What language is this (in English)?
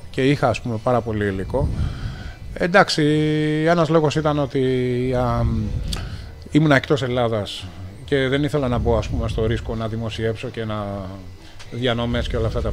Greek